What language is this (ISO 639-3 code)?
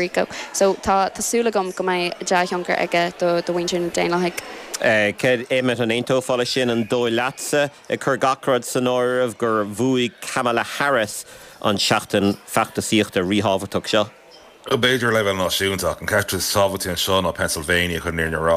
gle